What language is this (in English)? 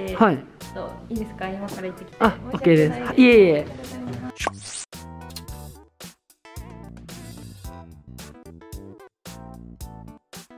Japanese